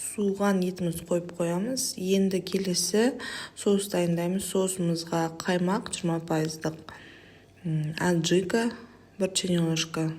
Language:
Kazakh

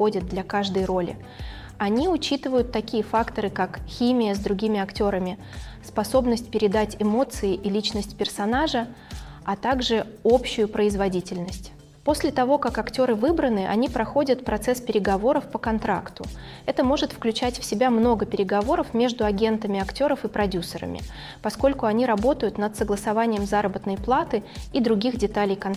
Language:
Russian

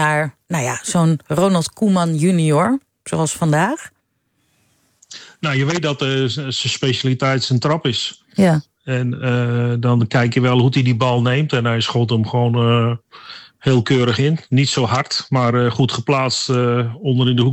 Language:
Dutch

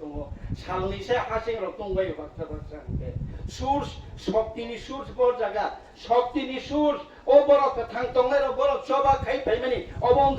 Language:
Kok Borok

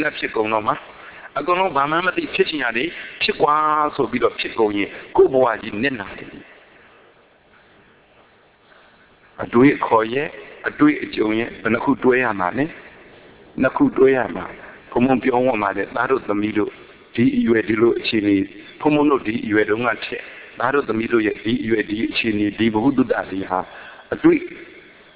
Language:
Burmese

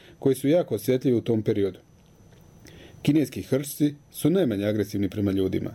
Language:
Serbian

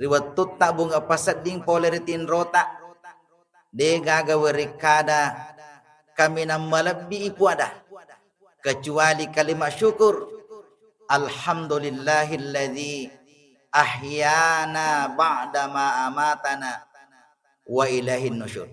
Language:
Buginese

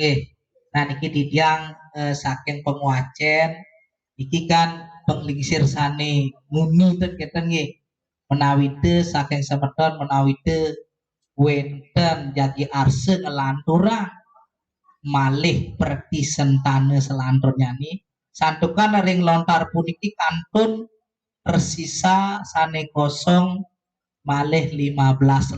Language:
Balinese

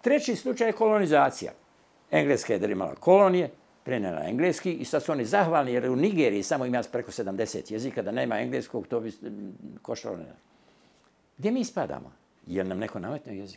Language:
Bosnian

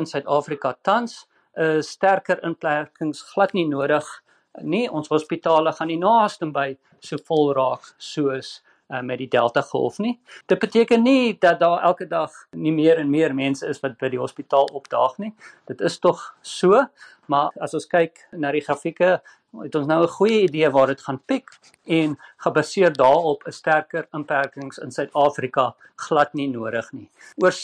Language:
Afrikaans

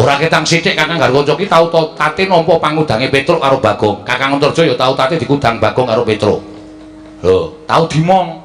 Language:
Javanese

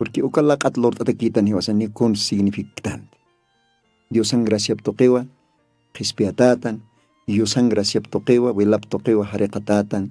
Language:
Aymara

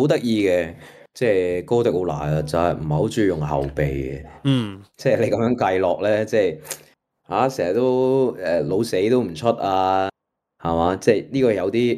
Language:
Cantonese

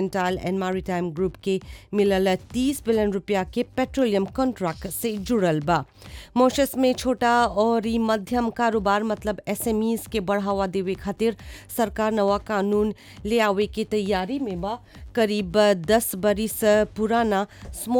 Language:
Bhojpuri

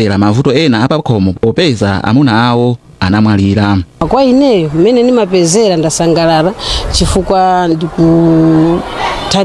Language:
Nyanja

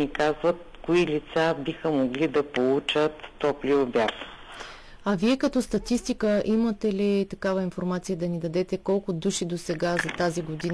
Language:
Bulgarian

